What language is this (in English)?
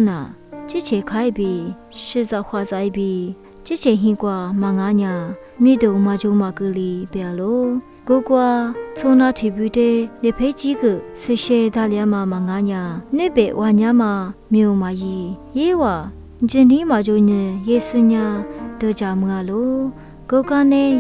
Lisu